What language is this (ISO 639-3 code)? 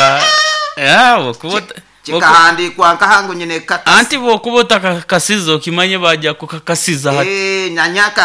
nyo